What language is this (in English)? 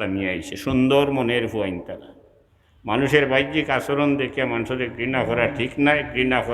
Sylheti